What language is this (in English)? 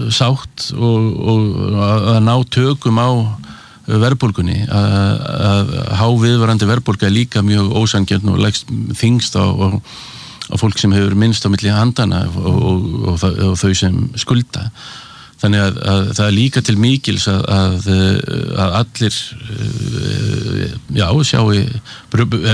Icelandic